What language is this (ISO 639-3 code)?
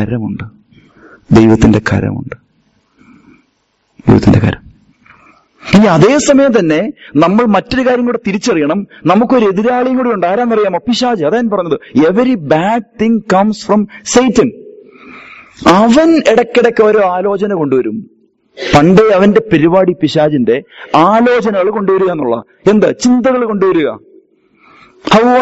mal